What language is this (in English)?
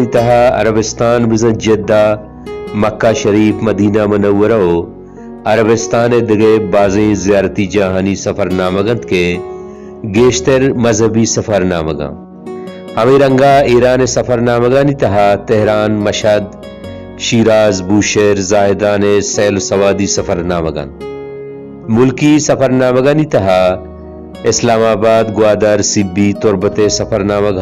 Baluchi